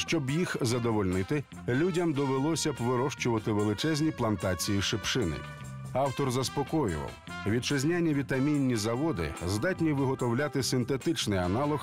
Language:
Ukrainian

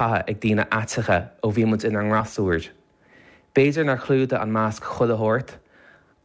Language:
Irish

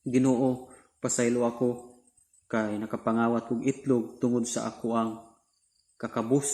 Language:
Cebuano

